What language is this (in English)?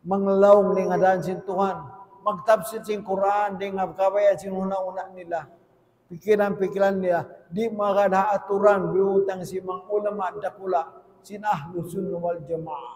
Tausug